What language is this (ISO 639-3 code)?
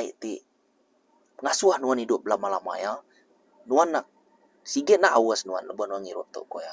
iba